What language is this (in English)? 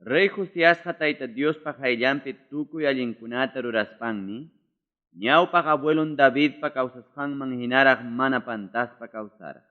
Ayacucho Quechua